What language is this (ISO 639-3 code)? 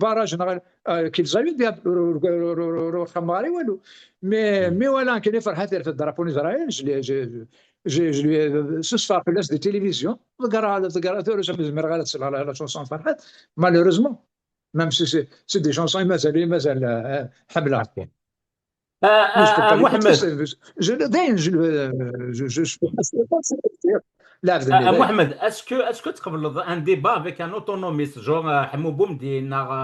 kab